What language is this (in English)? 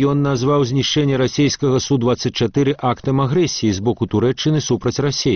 Belarusian